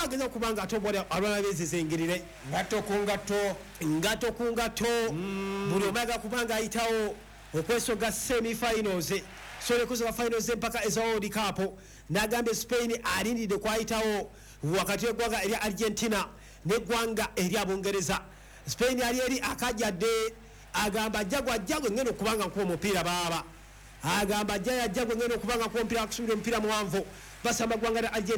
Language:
Ganda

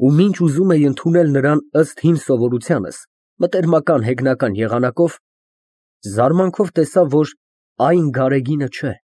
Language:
Armenian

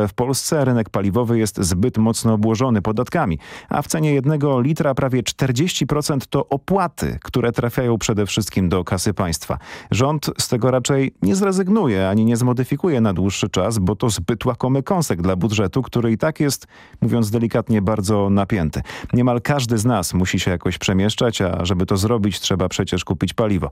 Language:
Polish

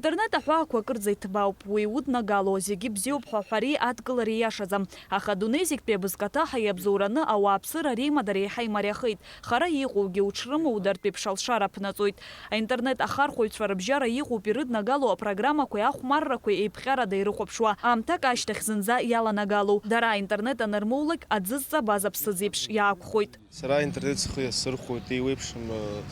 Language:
Abkhazian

